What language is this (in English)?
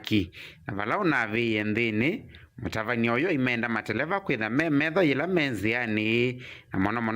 Kamba